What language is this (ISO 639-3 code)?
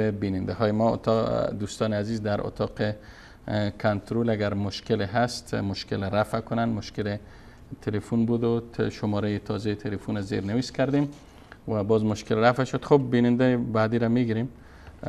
fas